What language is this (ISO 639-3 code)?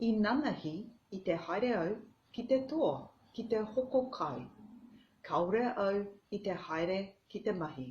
mri